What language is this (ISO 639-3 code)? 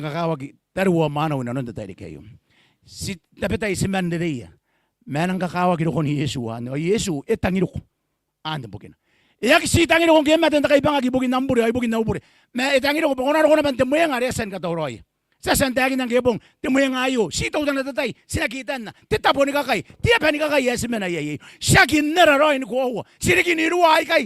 gil